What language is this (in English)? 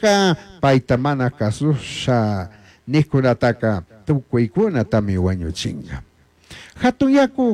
Chimborazo Highland Quichua